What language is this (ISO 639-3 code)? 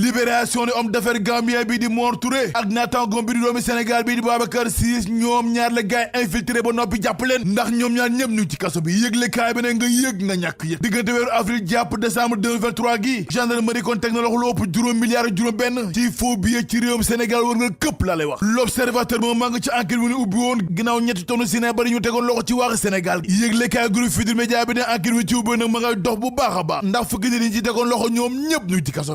wol